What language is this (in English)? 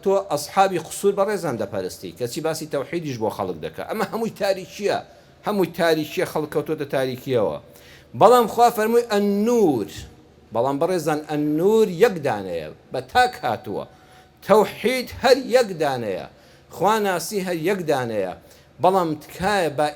Central Kurdish